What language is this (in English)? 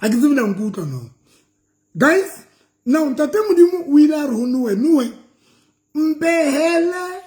Southern Sotho